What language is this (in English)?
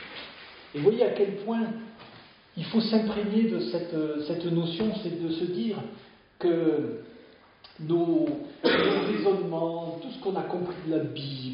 French